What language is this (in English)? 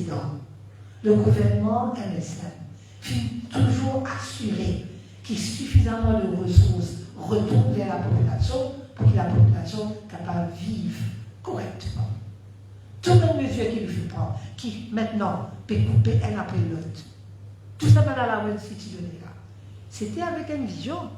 Morisyen